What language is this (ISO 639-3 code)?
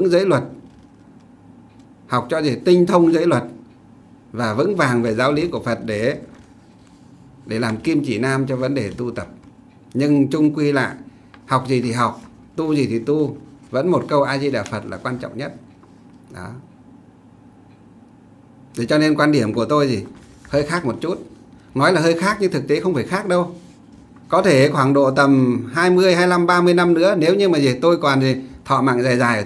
vie